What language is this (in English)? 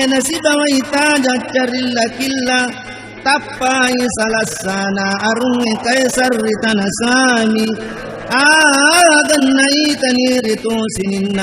Buginese